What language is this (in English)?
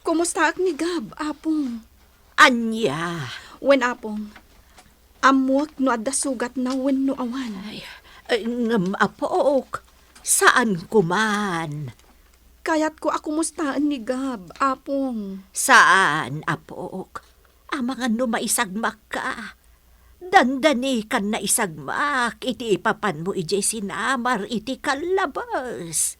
Iloko